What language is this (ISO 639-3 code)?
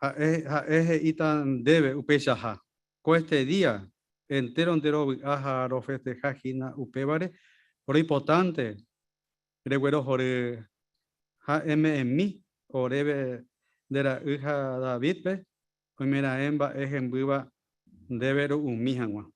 grn